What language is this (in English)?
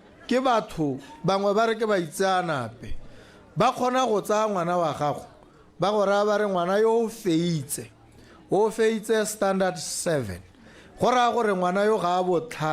Tswana